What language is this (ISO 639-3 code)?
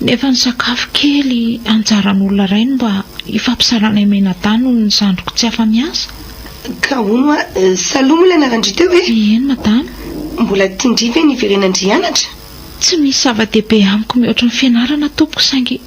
mlg